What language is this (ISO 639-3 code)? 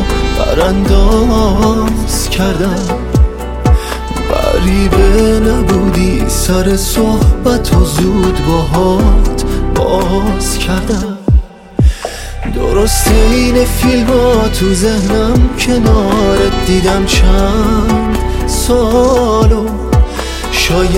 fas